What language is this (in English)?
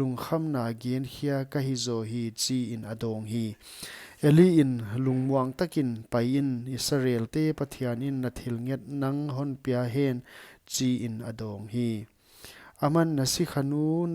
Paite Chin